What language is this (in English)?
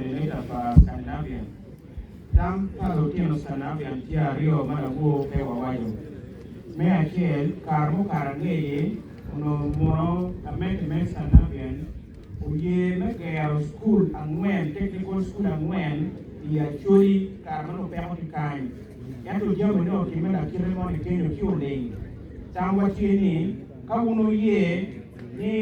Acoli